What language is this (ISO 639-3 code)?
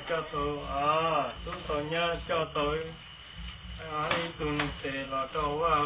hmn